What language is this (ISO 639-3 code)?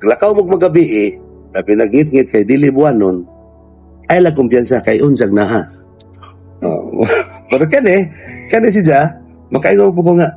ceb